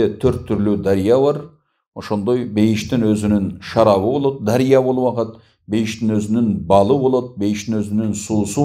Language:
Kyrgyz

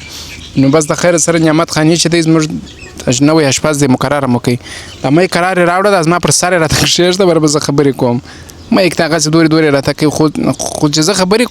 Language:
Pashto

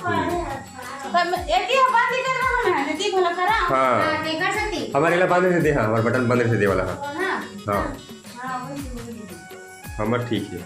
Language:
Chhattisgarhi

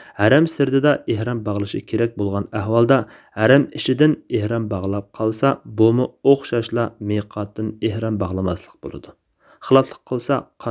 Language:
Uyghur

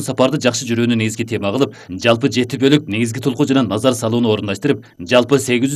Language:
Kyrgyz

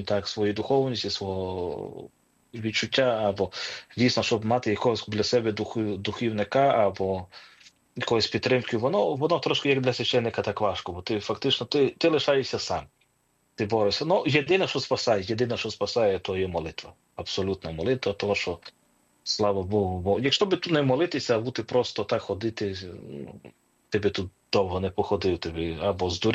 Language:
Ukrainian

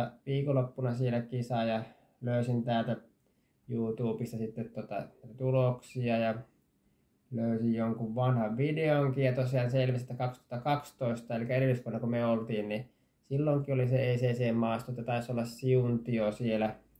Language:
Finnish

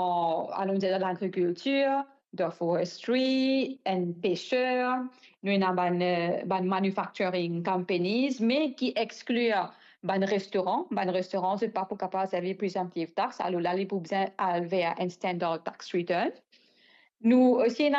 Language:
Morisyen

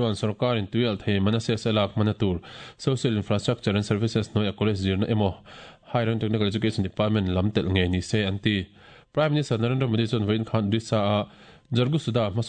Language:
Mizo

